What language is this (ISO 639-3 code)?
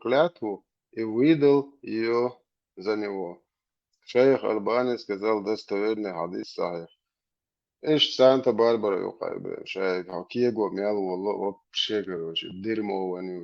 che